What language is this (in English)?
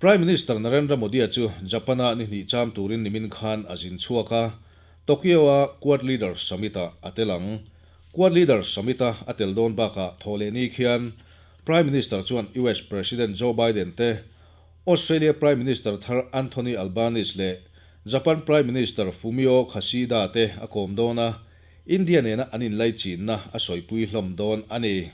Mizo